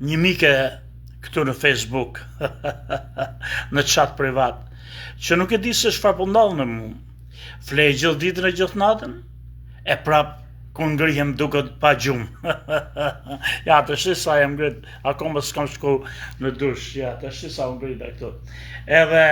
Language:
Albanian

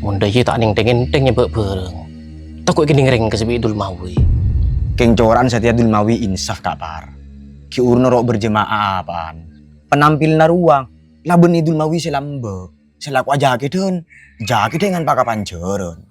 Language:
Madurese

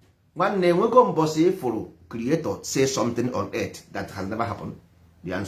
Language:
Igbo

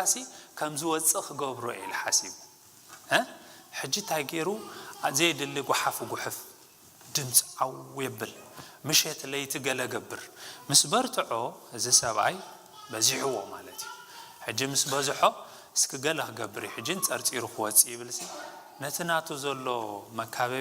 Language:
Tigrinya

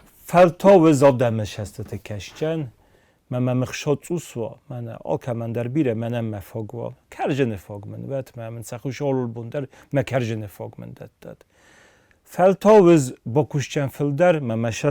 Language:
Ossetic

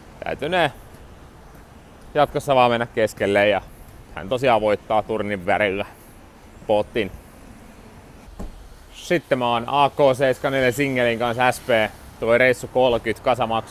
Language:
Finnish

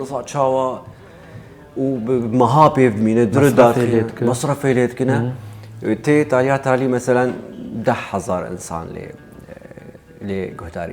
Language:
Kurdish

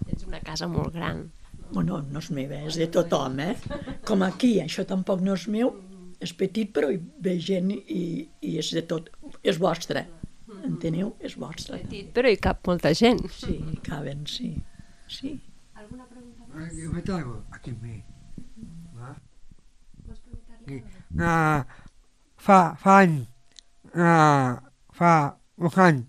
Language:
Catalan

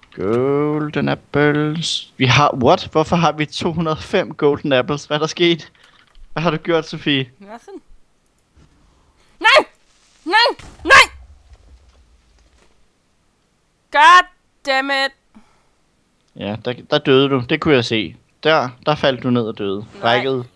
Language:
Danish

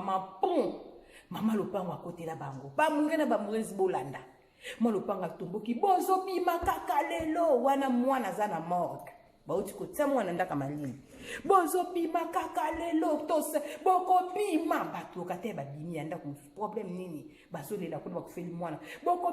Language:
Lingala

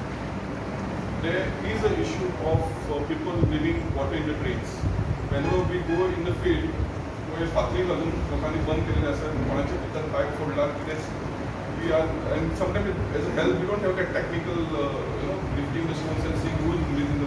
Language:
Konkani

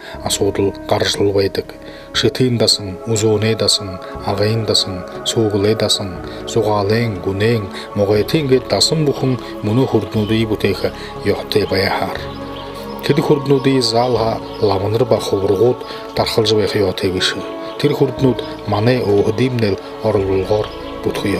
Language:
Buriat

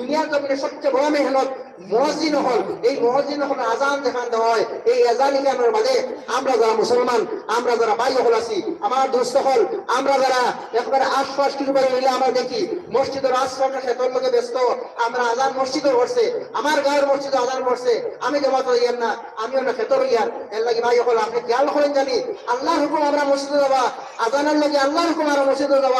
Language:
Sylheti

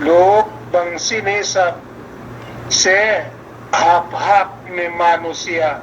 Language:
Yakan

